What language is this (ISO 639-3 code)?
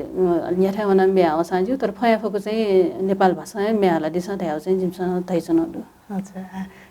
new